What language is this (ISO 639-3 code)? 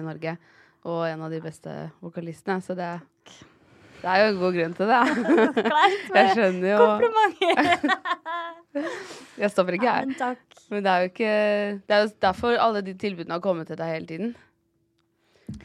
nor